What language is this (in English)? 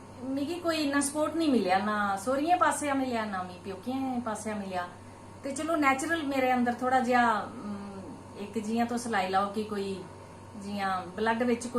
Dogri